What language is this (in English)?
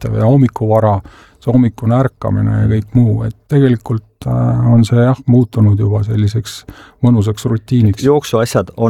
Estonian